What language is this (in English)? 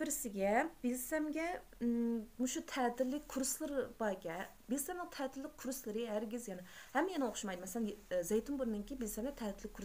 Uyghur